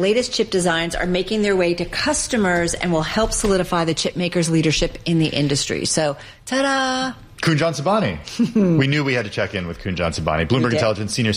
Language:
English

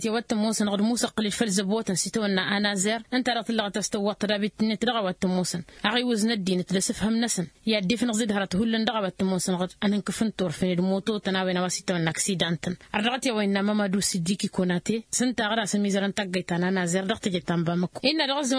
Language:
Tamasheq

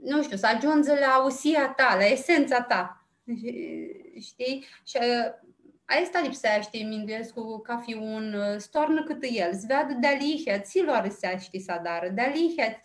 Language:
Aromanian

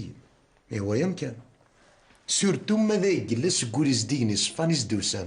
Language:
Kabyle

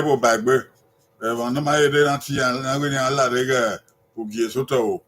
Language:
Bini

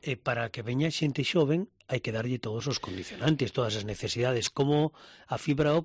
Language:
Galician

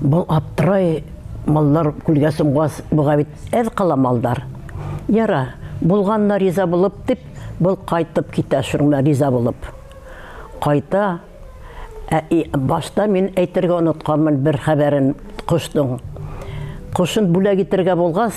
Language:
Bashkir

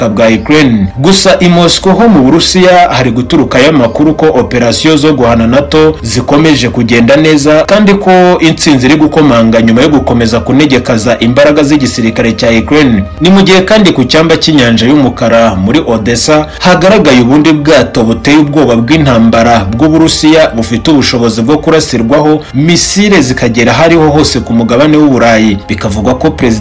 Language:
Kinyarwanda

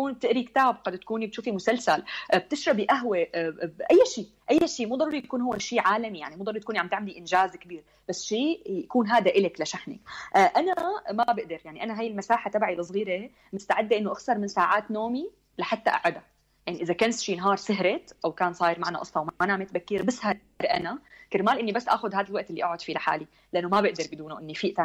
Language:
North Levantine Arabic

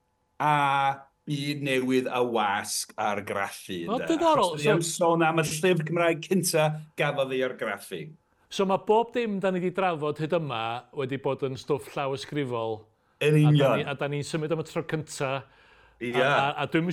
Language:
Welsh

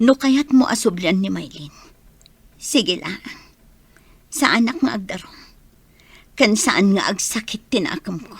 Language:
Iloko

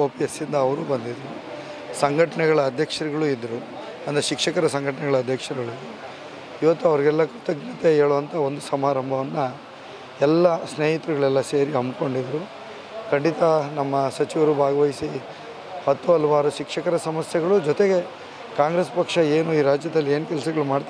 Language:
Kannada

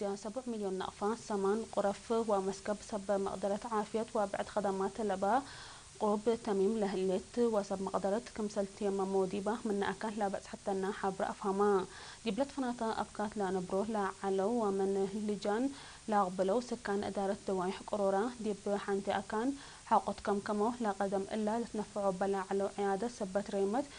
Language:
Tigre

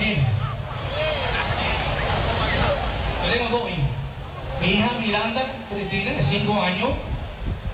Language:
Spanish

